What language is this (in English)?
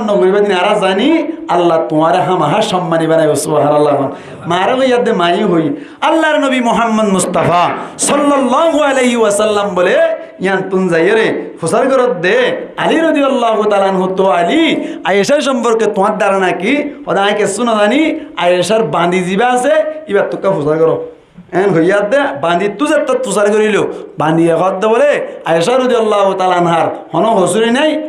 Rohingya